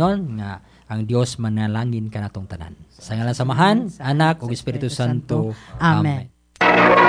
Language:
Cebuano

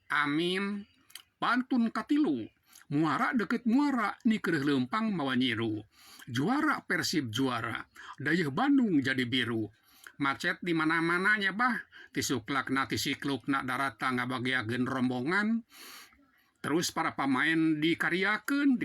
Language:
Sundanese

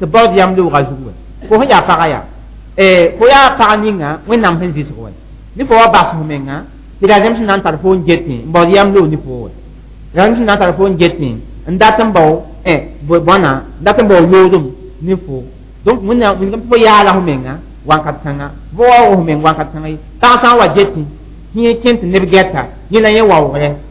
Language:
Mossi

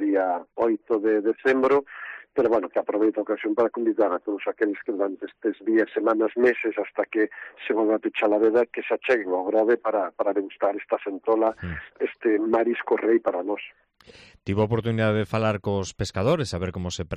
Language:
Galician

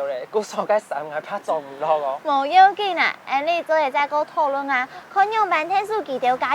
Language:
Hakka Chinese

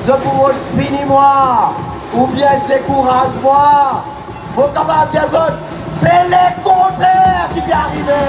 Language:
Morisyen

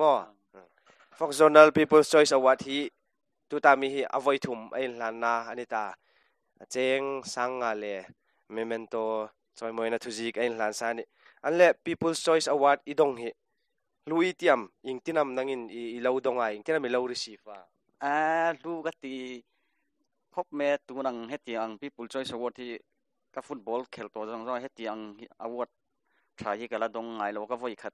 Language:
Hmar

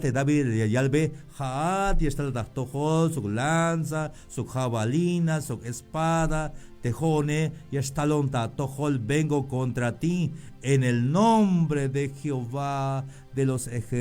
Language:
Tzeltal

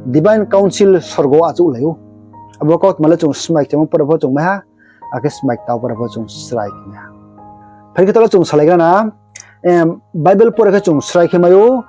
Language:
Riang (India)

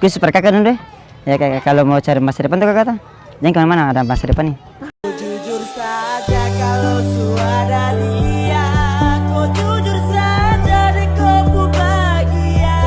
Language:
Ambonese Malay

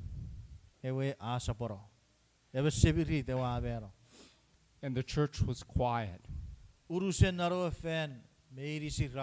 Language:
Chuukese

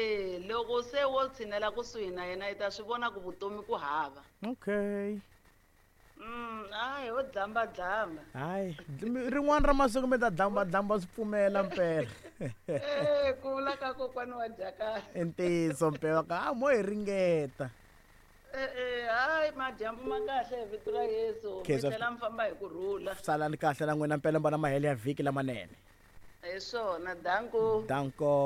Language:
Tsonga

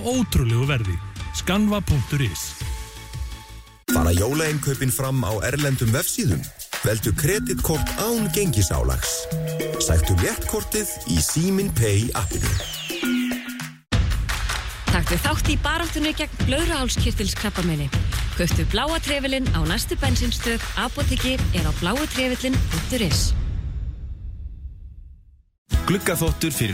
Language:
Icelandic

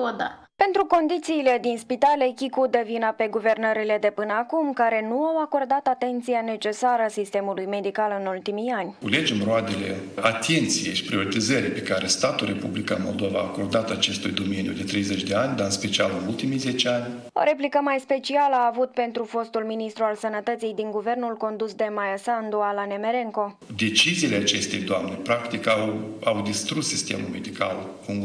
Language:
Romanian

